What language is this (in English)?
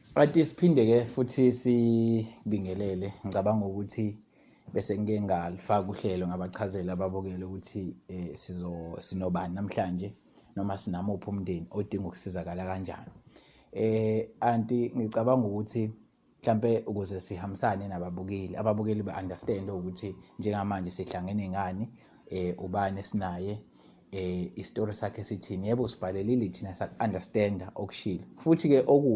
Zulu